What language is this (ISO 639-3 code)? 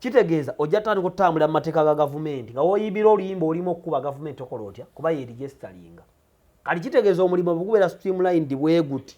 lug